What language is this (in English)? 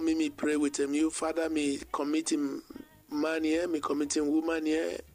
Bislama